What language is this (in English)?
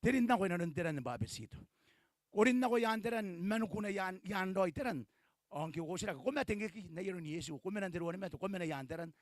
Gilbertese